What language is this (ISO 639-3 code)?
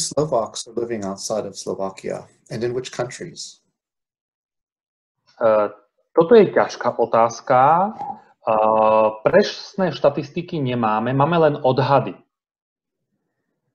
slk